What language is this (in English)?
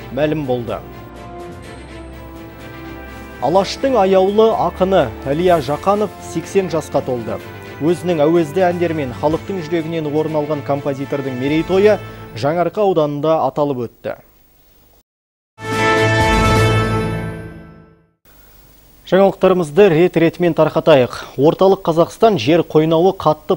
Kazakh